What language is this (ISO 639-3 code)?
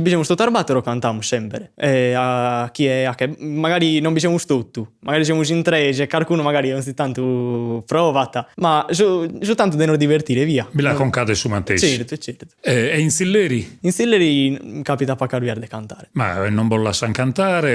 srd